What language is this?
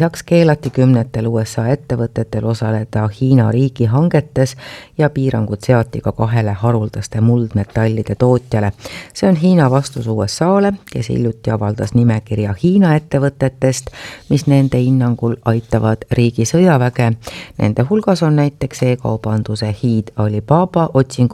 Estonian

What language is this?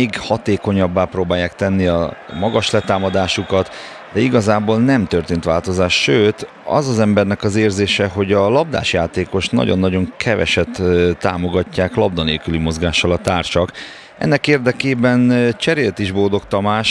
Hungarian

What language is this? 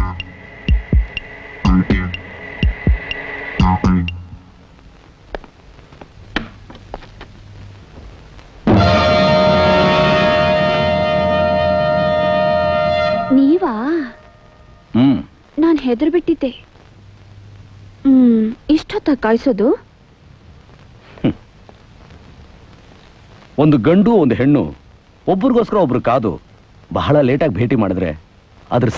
Kannada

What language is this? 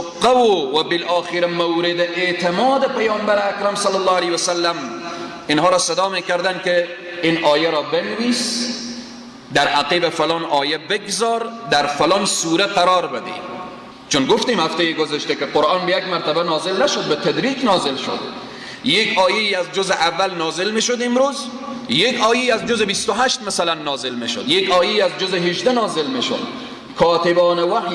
Persian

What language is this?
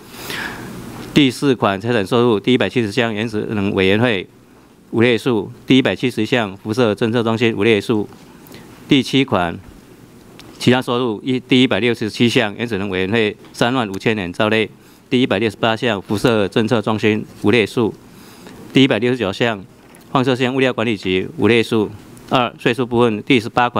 Chinese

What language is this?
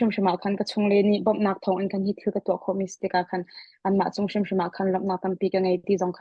Hakha Chin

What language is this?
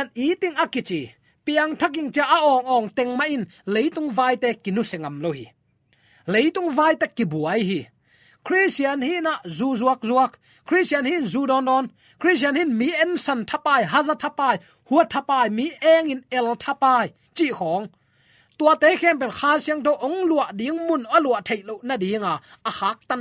Tedim Chin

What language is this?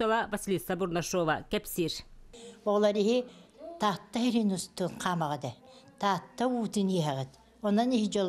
Yakut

